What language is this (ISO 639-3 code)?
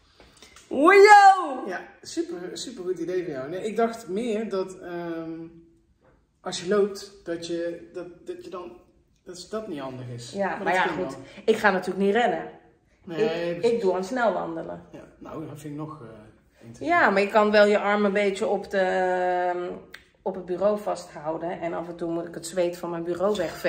nld